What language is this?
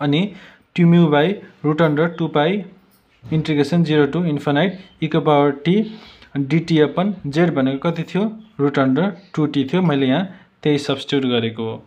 Nepali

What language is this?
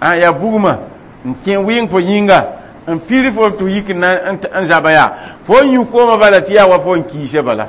Mossi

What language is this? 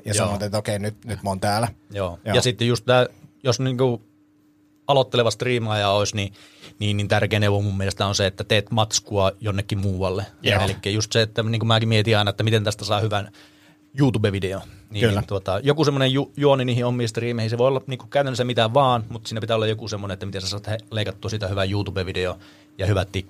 Finnish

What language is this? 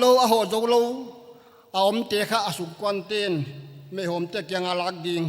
Paite Chin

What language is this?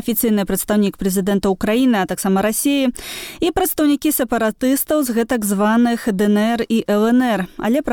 Belarusian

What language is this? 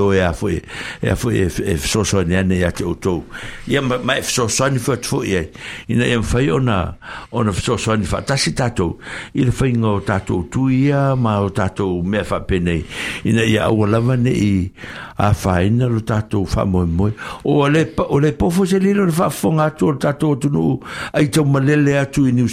Samoan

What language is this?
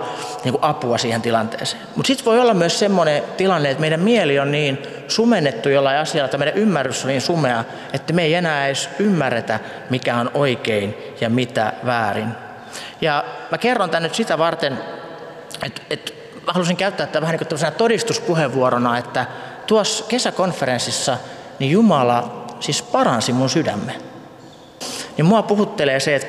Finnish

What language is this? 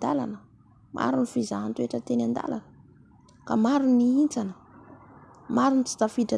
Malagasy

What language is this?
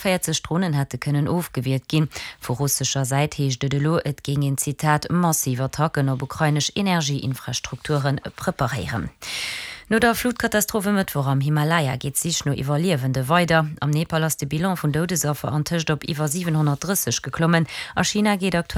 Luxembourgish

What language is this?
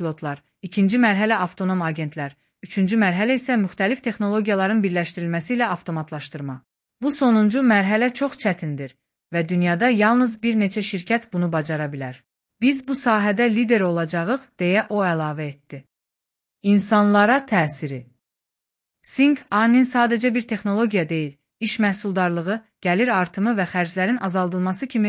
Azerbaijani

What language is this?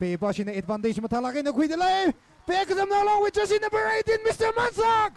Tangkhul Naga (India)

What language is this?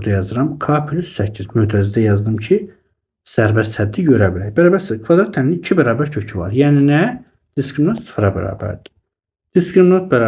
Azerbaijani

